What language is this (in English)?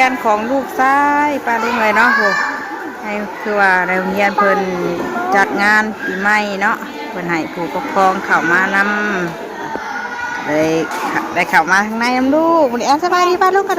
Northeastern Thai